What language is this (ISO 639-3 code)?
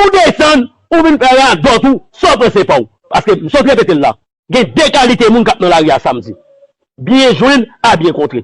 hat